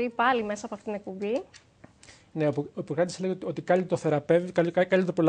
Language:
Greek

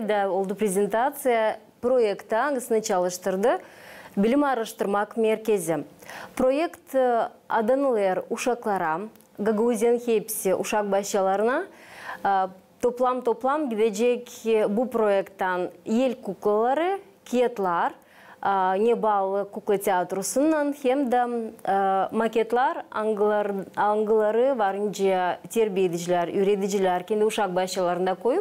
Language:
Gagauz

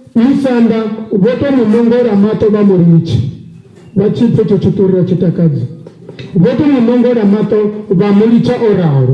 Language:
Venda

